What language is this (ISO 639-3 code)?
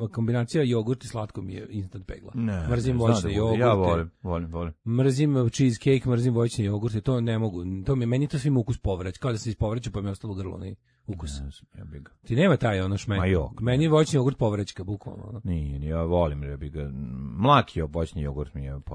srp